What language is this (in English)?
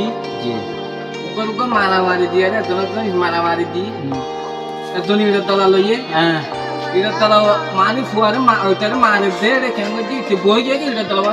Rohingya